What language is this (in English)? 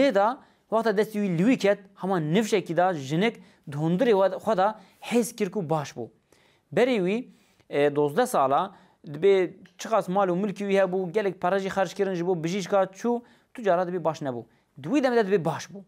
Kurdish